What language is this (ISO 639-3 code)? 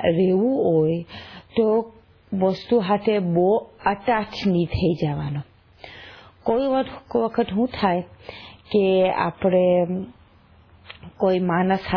guj